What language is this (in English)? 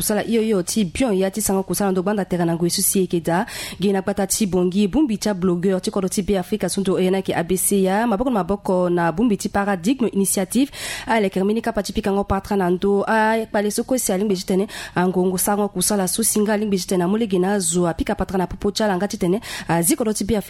Sango